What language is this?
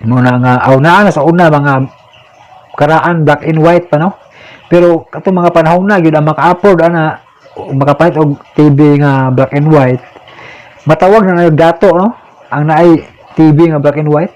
Cebuano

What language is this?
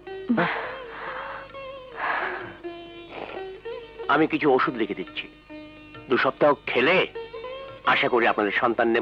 Bangla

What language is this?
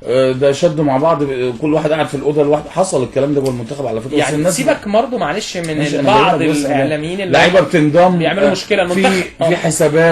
Egyptian Arabic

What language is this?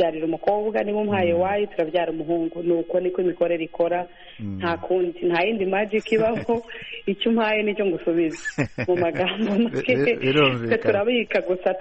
Kinyarwanda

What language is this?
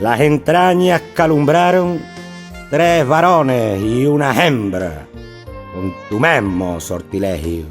Extremaduran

